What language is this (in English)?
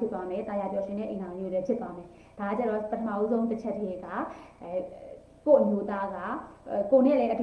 Burmese